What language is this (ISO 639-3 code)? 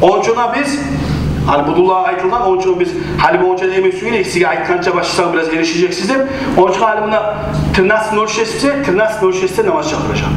kum